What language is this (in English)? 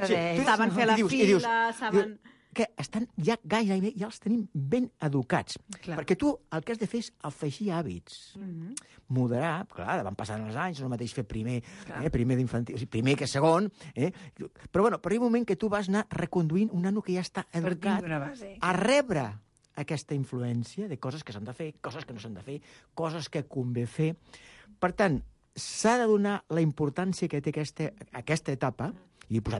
Catalan